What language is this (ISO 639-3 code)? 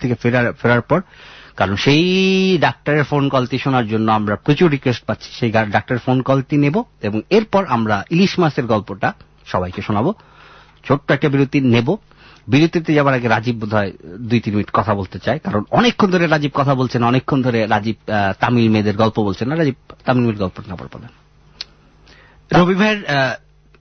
ben